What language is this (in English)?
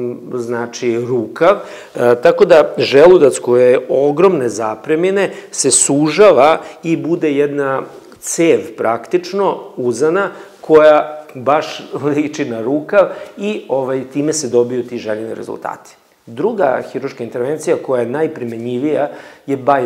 Serbian